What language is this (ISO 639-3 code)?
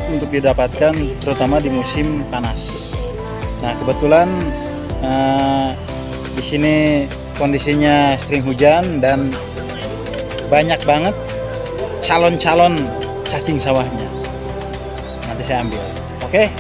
ind